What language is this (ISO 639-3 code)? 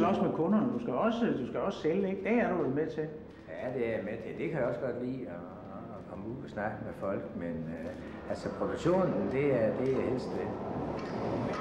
dan